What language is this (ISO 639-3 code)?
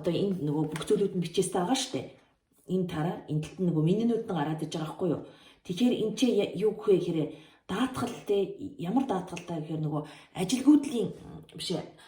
mon